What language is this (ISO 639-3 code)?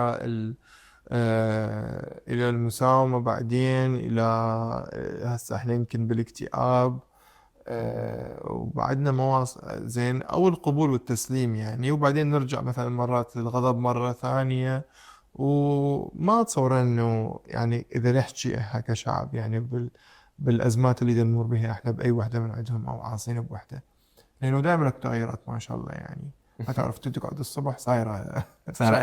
acm